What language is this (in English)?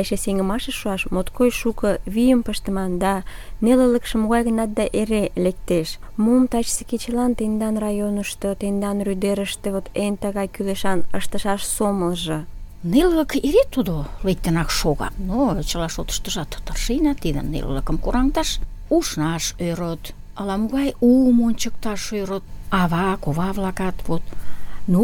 Mari